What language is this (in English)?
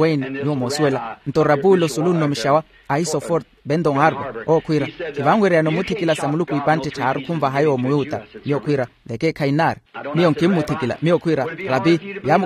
Makhuwa